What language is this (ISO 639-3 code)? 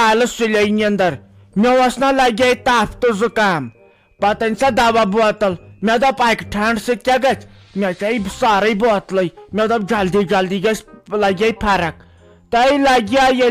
kas